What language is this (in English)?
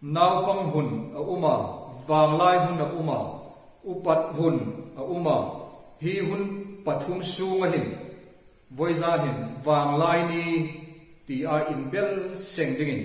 Hmar